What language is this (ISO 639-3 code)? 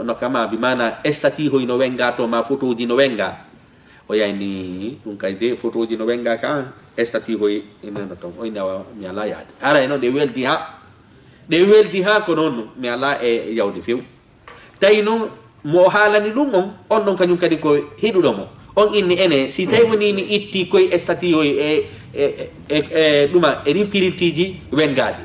ful